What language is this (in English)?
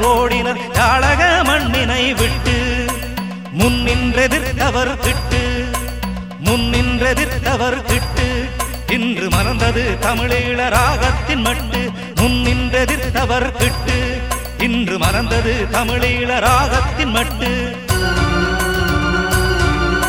Tamil